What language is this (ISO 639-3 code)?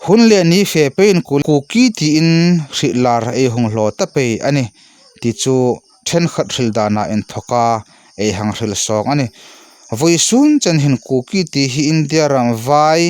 hmr